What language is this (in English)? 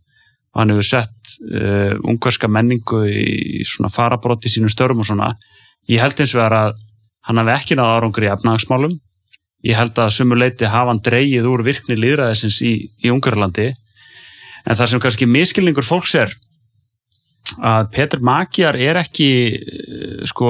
Icelandic